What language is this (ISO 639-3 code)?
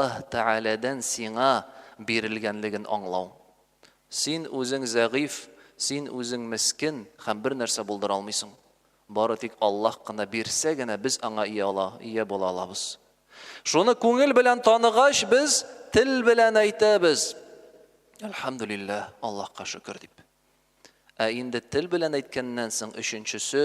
tat